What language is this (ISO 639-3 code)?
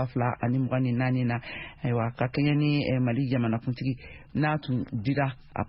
bam